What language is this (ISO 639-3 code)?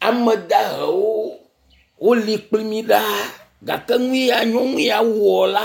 ewe